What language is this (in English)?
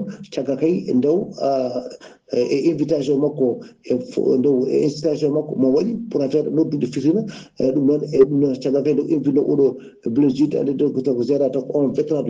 Fula